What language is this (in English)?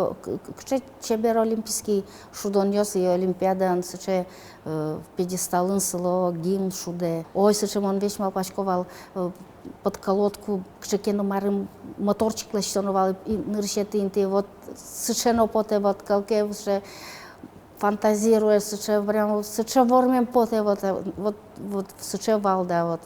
Udmurt